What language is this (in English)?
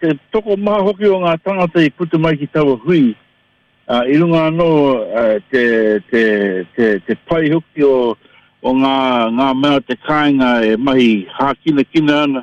Māori